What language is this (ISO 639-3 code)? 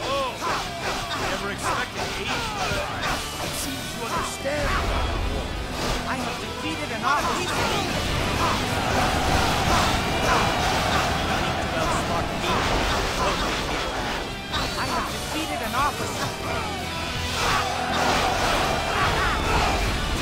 eng